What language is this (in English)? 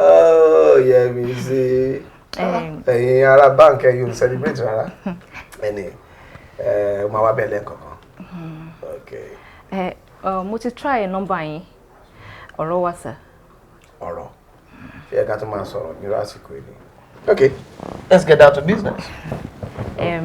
Yoruba